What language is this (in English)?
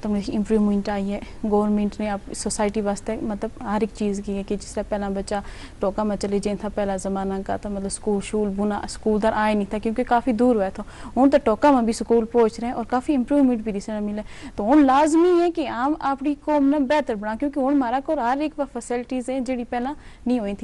Gujari